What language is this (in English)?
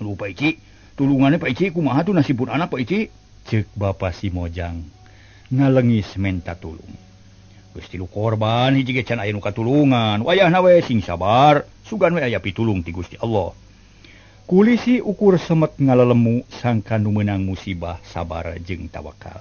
Sundanese